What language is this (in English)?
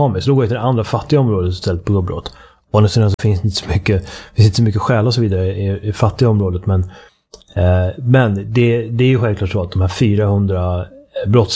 Swedish